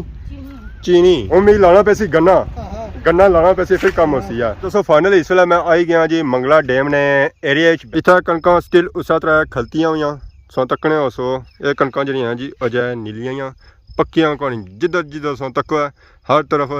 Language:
Pahari-Potwari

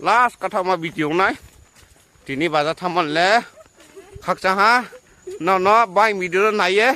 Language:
Riang (India)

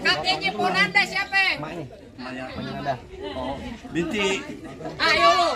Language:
Betawi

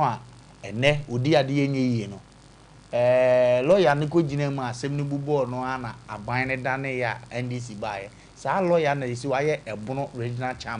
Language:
Akan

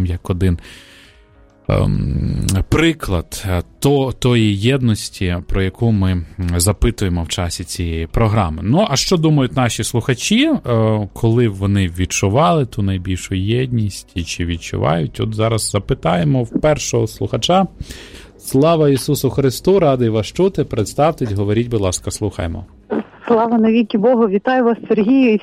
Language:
Ukrainian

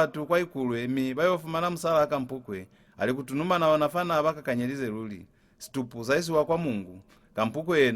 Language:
Lozi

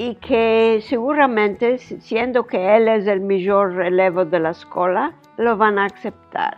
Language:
Ladino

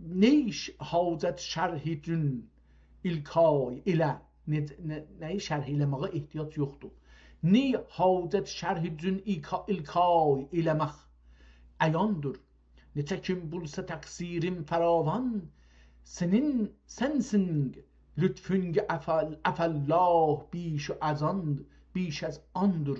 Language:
South Azerbaijani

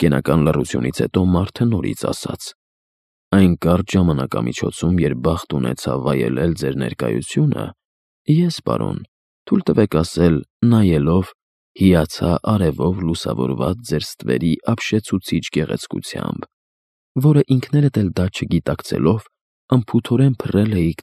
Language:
Armenian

